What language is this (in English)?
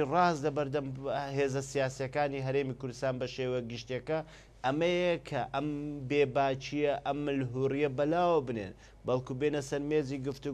Central Kurdish